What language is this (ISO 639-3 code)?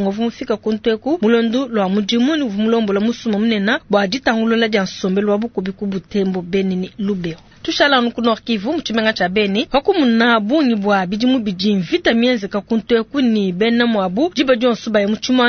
lua